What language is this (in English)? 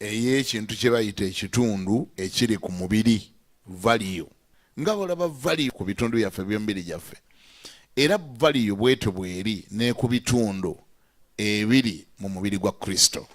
Ganda